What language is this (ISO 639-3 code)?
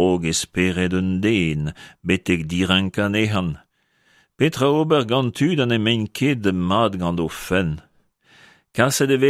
bre